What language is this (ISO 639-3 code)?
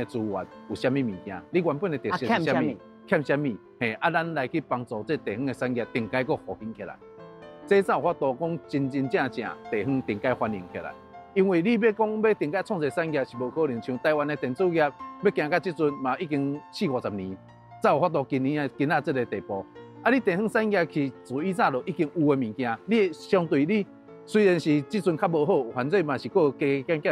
nan